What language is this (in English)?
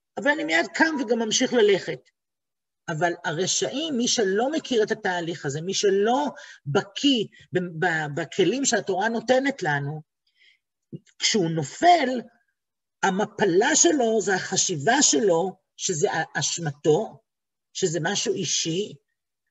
Hebrew